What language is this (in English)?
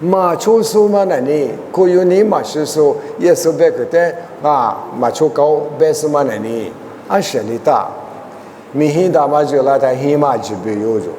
Lisu